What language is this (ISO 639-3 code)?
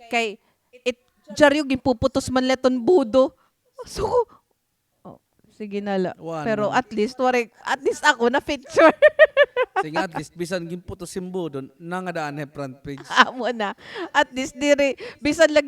war